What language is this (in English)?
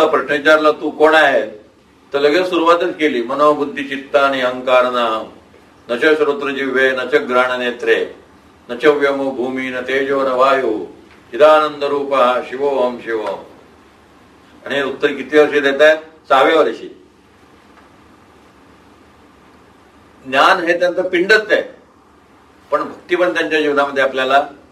Marathi